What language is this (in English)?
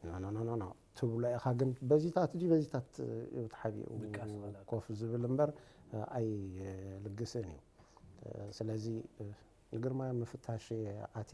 Tigrinya